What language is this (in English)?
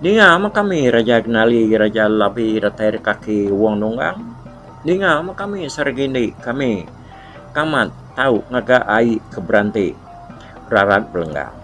Iban